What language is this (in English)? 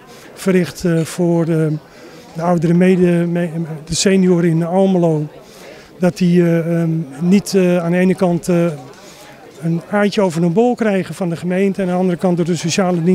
Dutch